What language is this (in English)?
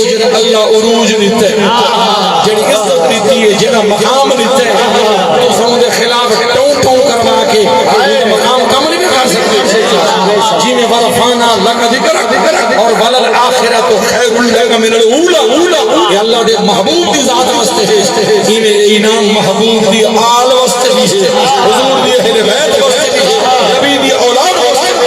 Saraiki